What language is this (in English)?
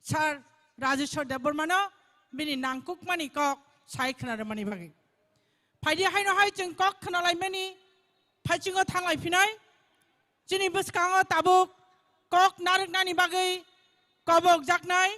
Kok Borok